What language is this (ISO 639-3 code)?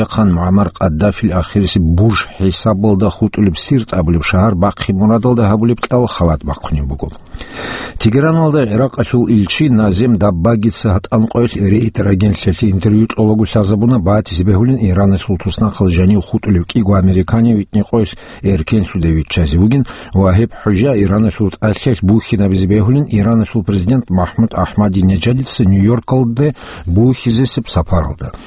ava